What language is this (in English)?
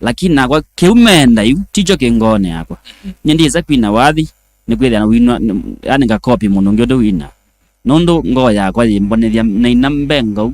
Kamba